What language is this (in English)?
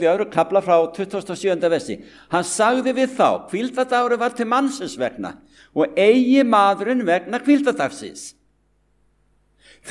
Icelandic